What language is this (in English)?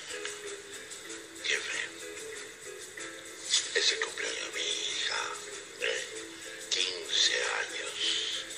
Spanish